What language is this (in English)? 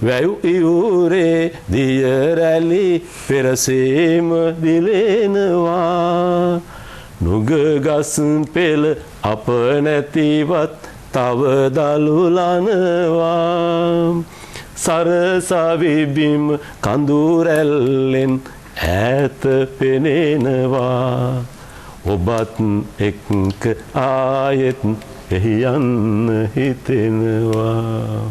Sinhala